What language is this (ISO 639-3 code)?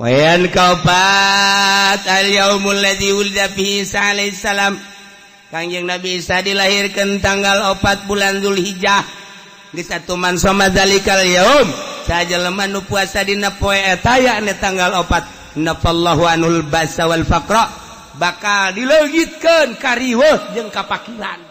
sun